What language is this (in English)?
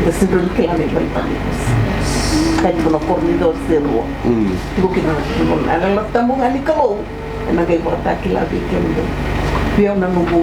Fijian